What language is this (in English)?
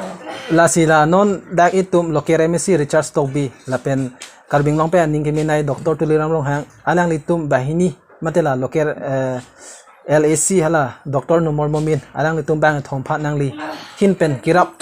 Karbi